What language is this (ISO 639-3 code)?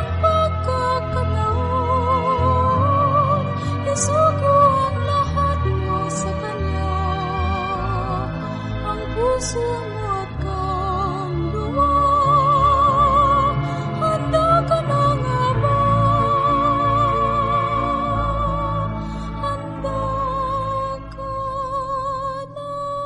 fil